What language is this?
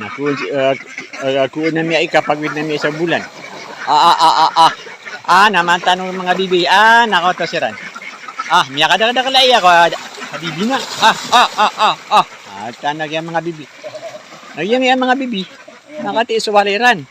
Maranao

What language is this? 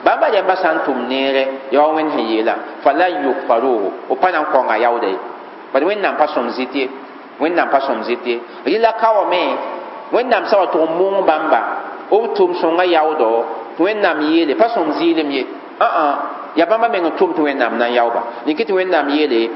Mossi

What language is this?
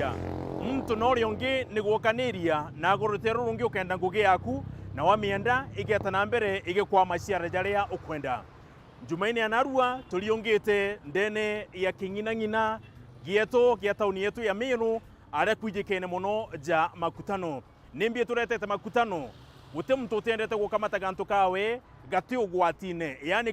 Meru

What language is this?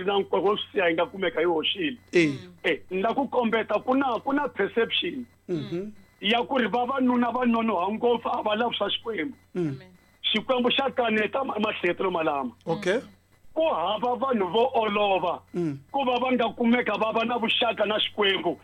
Tsonga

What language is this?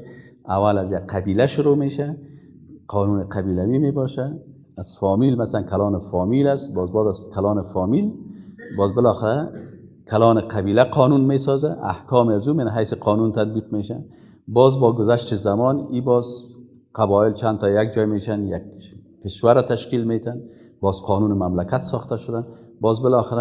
Tajik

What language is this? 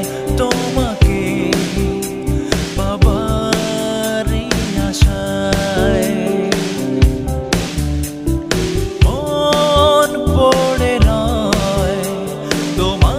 Bangla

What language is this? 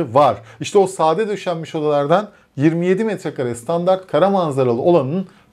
Turkish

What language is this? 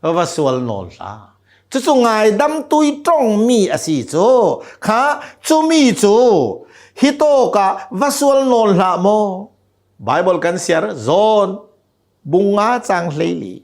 Hakha Chin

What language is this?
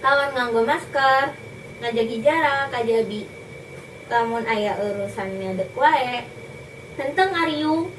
Sundanese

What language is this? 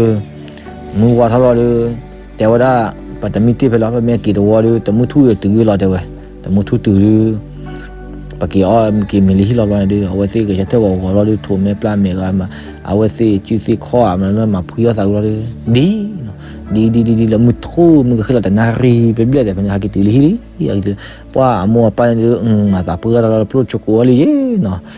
S'gaw Karen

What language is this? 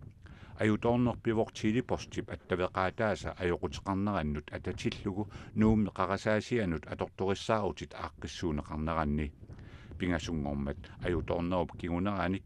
Kalaallisut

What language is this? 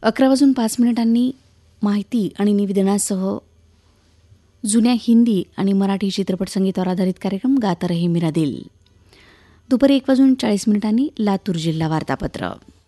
Marathi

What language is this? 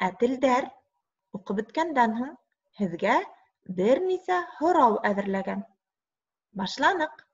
Bashkir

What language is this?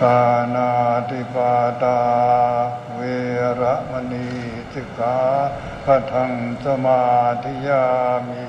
Pali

